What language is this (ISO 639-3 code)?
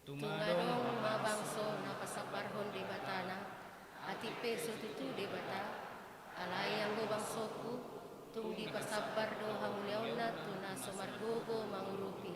bbc